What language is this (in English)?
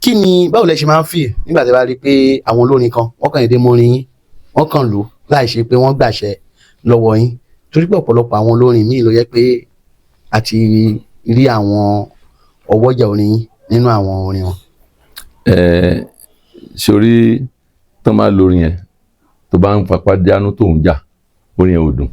Yoruba